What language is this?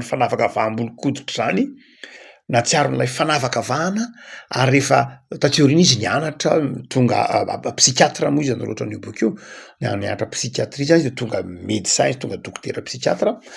Malagasy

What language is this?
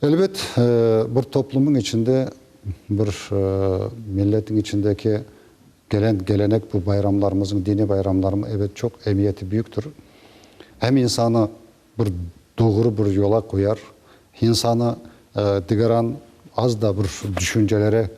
Crimean Tatar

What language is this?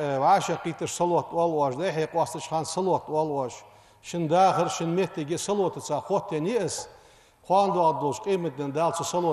Ingush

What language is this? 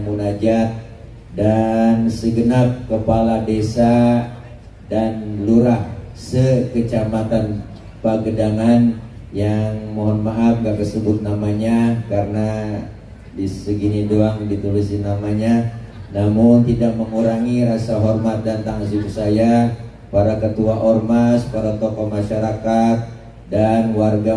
Betawi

